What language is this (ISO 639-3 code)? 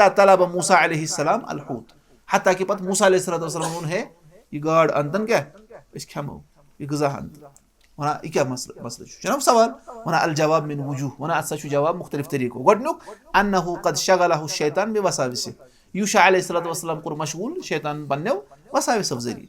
kas